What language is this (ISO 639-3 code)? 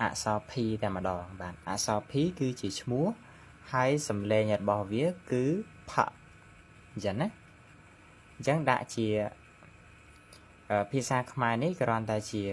khm